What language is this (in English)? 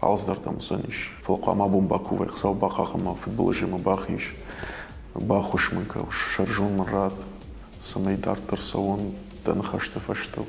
Ossetic